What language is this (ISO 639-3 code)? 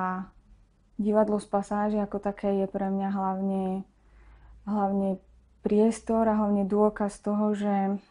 slk